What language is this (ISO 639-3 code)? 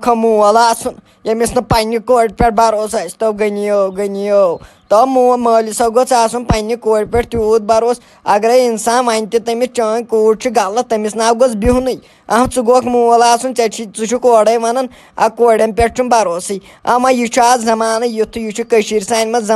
kas